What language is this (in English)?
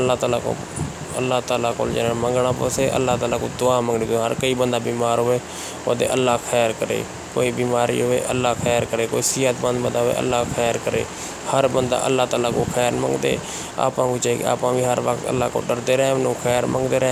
Saraiki